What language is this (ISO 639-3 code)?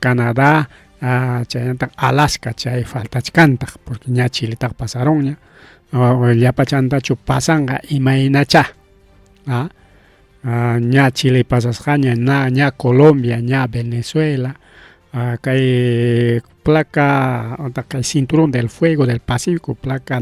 quy